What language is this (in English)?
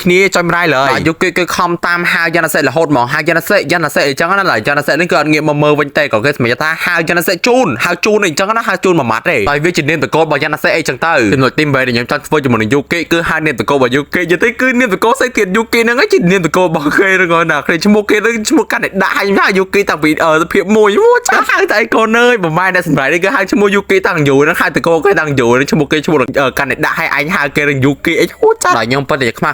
Khmer